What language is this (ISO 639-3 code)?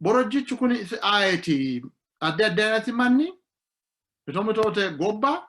sid